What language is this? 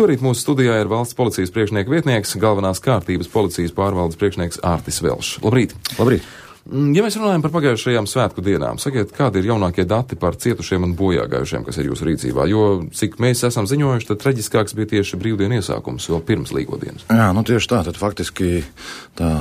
Latvian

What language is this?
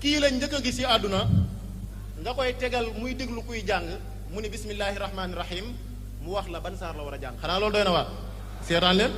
Wolof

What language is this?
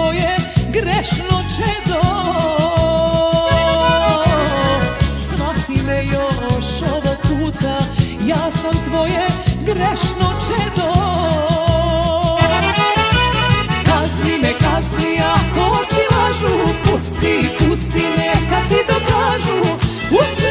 Serbian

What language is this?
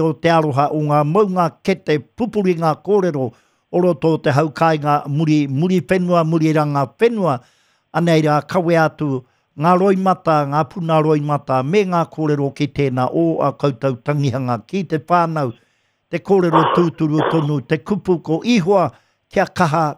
Māori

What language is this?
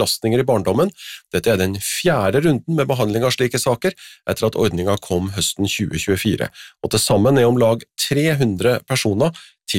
Norwegian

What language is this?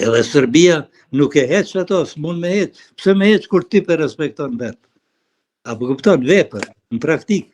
Albanian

